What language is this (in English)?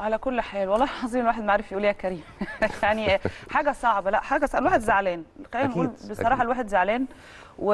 Egyptian Arabic